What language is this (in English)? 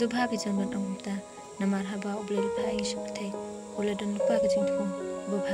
Khasi